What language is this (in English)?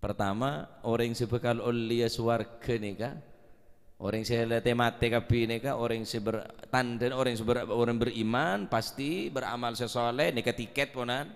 Madurese